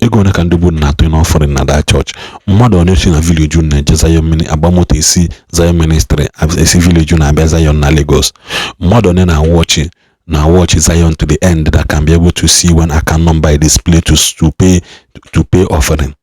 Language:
Igbo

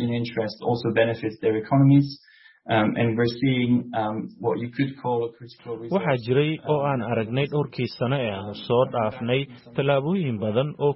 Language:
Somali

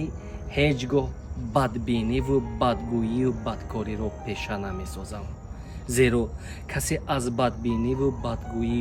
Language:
Tajik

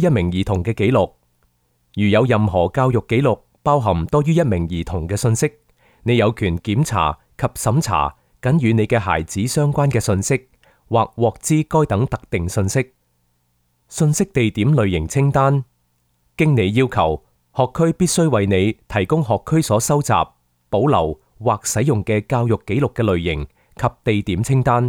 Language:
Cantonese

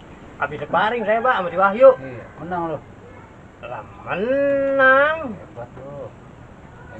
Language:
Betawi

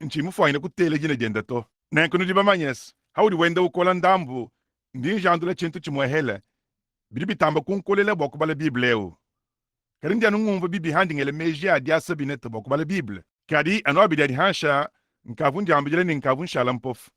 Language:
Luba-Lulua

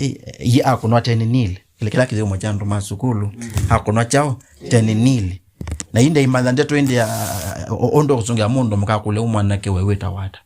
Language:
Kamba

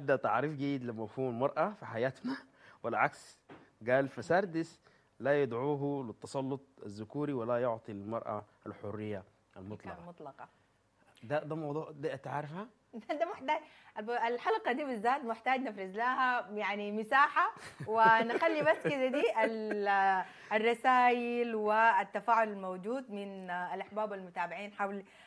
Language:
Sudanese Arabic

